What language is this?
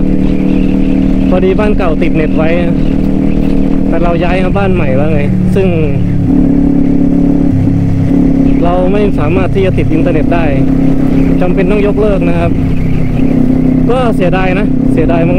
Thai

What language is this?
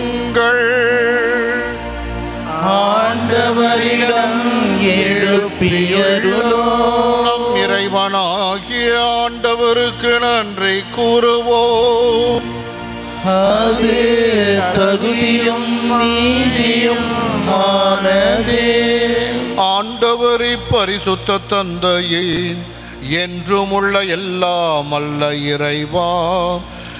Tamil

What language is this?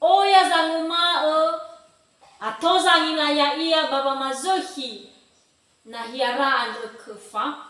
Nias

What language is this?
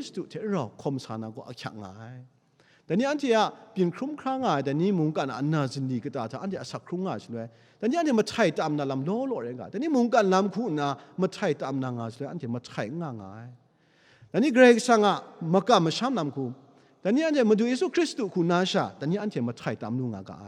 Kachin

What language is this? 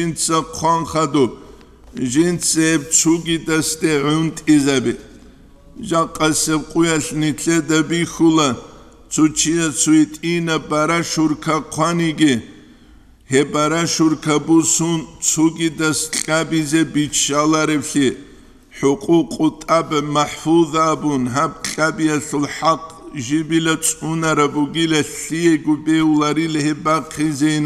Avaric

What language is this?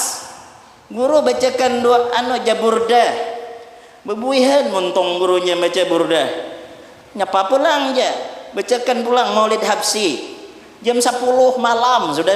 Banjar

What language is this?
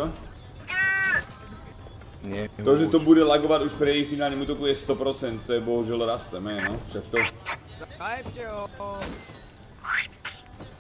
Slovak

